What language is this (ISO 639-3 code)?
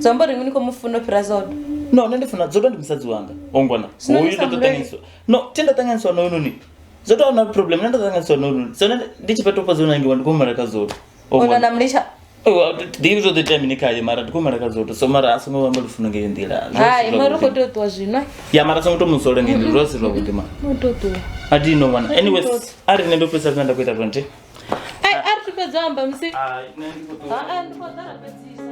ven